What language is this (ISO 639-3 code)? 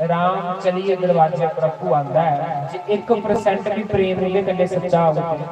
doi